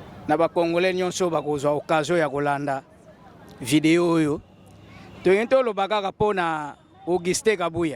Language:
Lingala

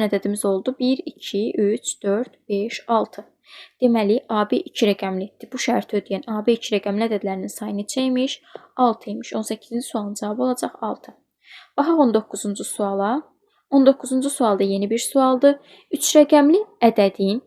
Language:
Azerbaijani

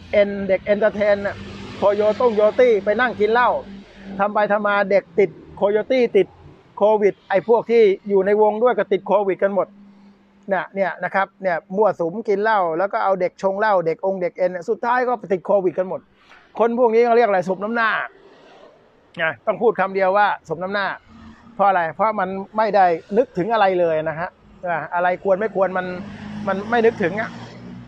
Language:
Thai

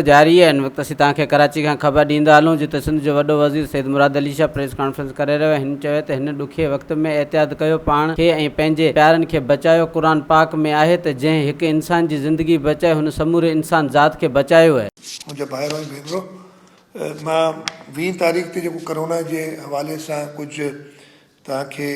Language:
Sindhi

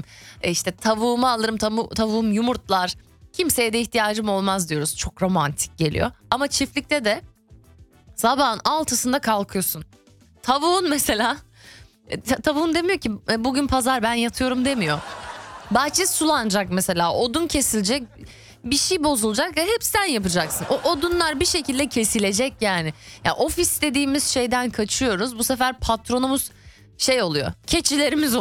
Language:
Turkish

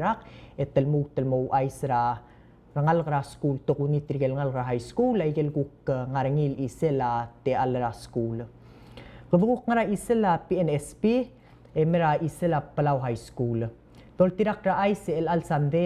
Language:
Palauan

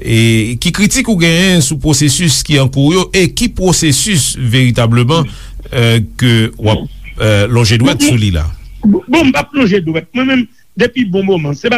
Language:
Haitian Creole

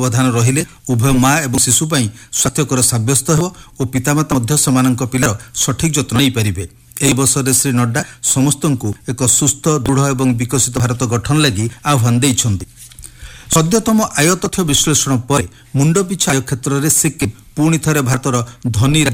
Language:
Odia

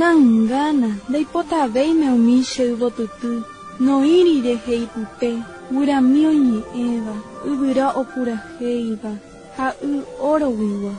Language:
Guarani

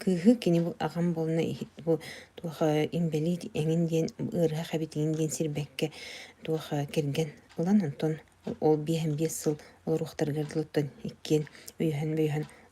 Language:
Yakut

